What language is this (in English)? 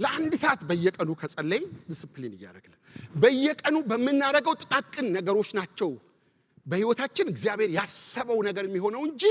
Amharic